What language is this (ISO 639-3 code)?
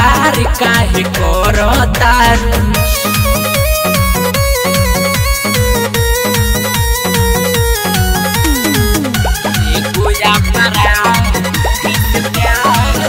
bho